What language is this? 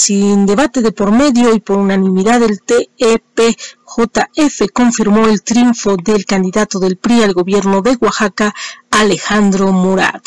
Spanish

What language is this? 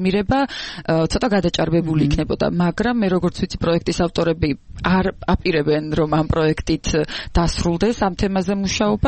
Georgian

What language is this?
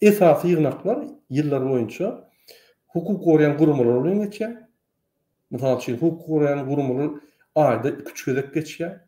Turkmen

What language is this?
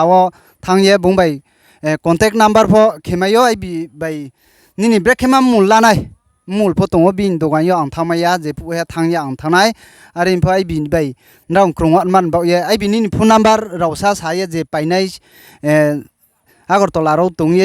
Riang (India)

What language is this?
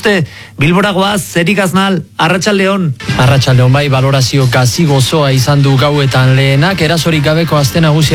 Basque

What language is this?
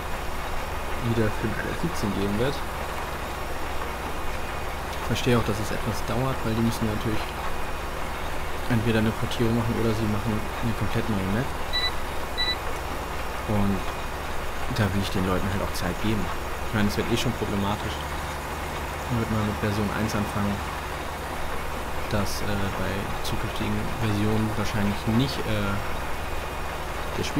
German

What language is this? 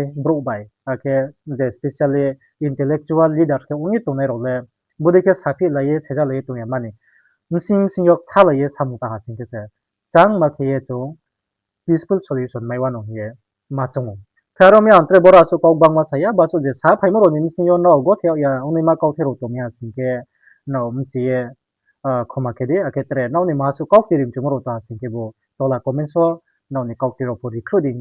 Riang (India)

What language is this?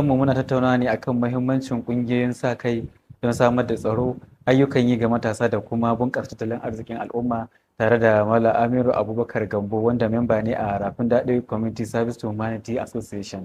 Hausa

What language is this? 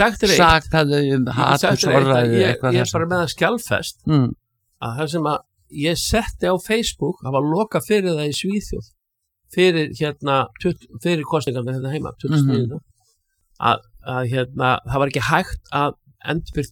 Icelandic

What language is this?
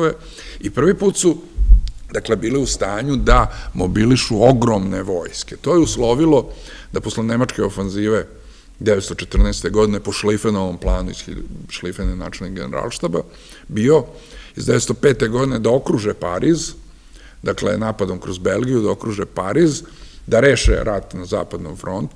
Serbian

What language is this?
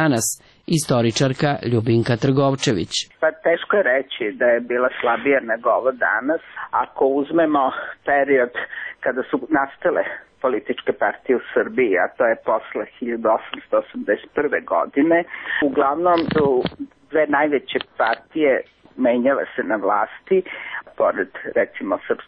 Serbian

